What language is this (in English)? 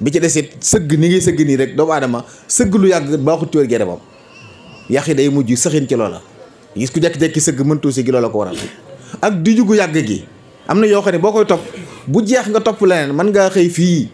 Wolof